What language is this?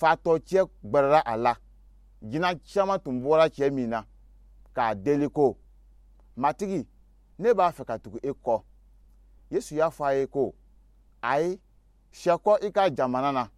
Dyula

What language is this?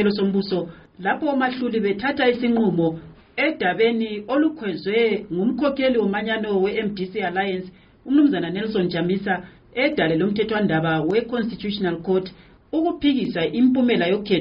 North Ndebele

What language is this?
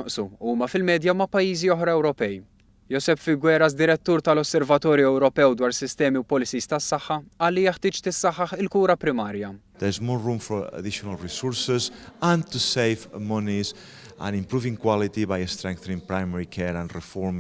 Maltese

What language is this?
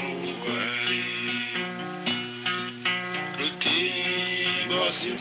Kinyarwanda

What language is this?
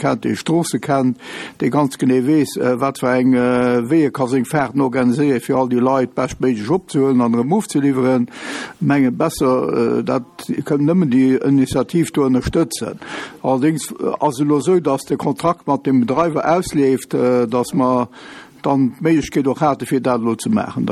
Luxembourgish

